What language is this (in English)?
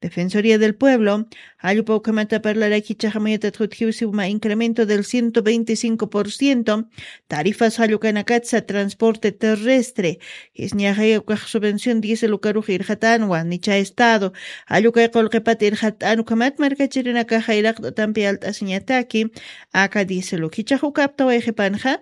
Aymara